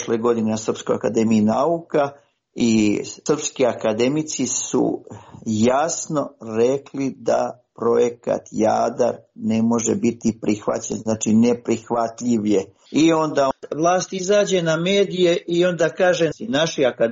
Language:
Serbian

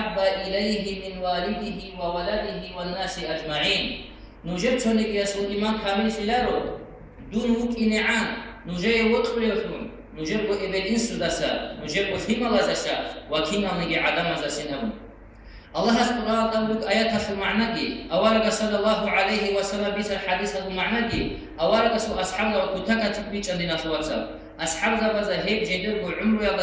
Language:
Avaric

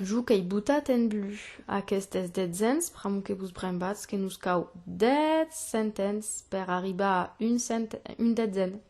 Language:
Occitan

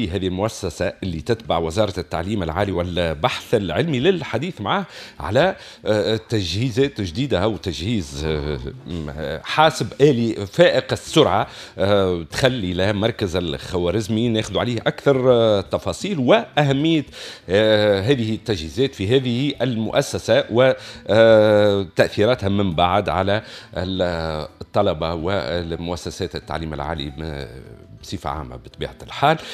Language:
Tunisian Arabic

